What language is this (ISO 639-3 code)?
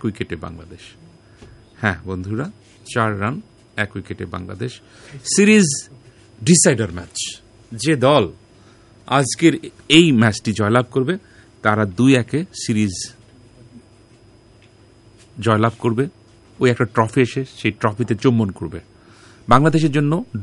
ben